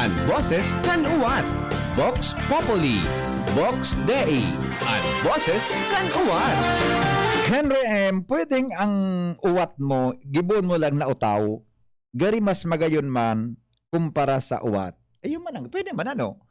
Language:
Bikol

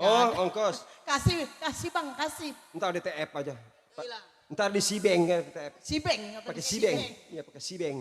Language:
Betawi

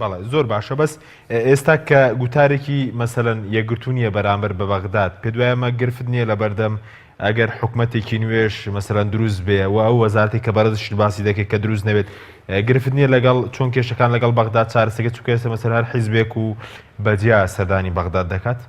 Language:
Central Kurdish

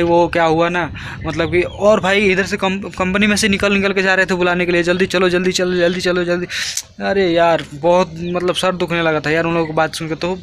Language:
Hindi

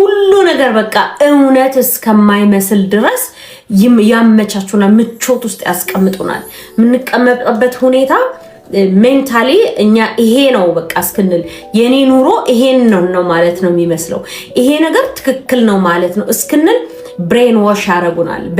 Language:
Amharic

